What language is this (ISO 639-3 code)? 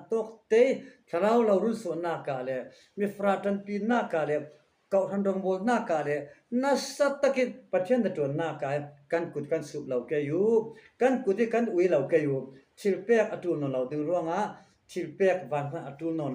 cfm